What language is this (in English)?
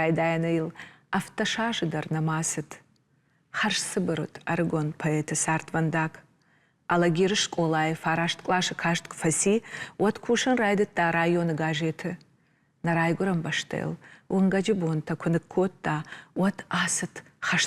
Ossetic